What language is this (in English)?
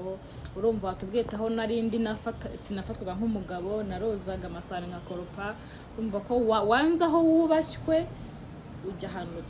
Kinyarwanda